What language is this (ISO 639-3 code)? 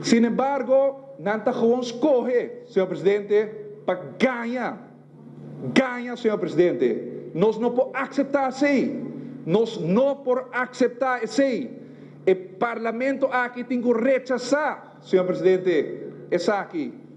pap